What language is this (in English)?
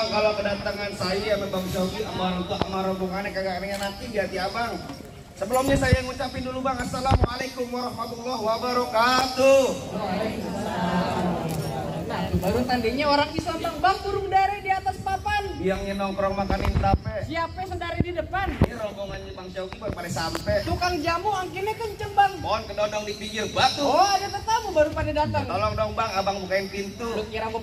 Betawi